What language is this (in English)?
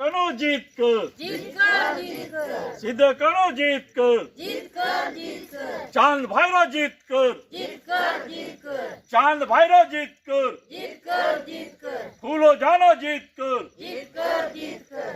Santali